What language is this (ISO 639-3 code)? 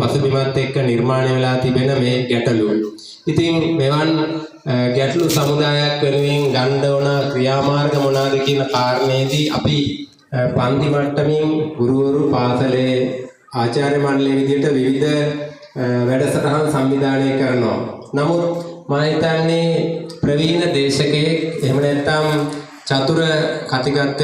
sin